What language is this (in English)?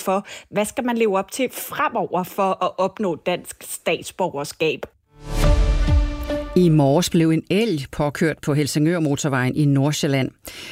Danish